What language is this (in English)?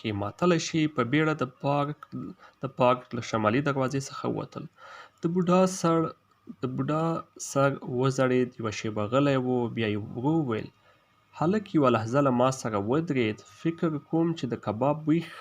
Pashto